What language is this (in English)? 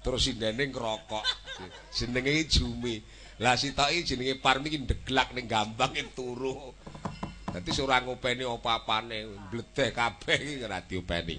Javanese